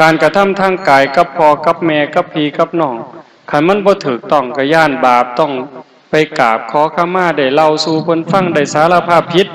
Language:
Northeastern Thai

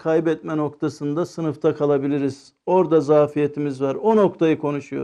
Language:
Turkish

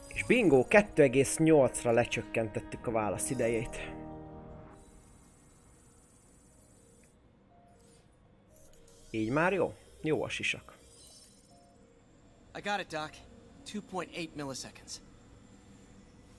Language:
Hungarian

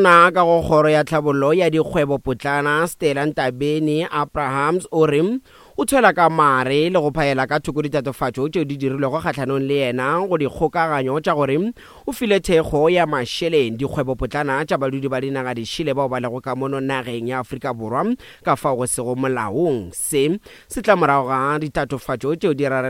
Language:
Northern Sotho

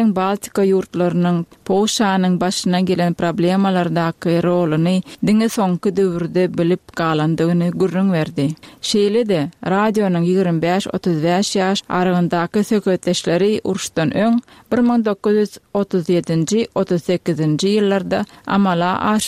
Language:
Turkmen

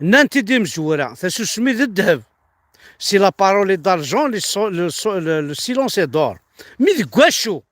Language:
Kabyle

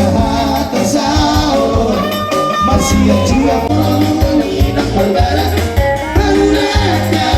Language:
Batak Toba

